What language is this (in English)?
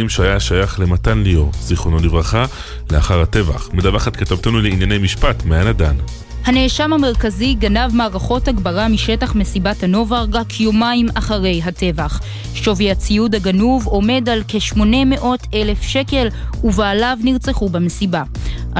Hebrew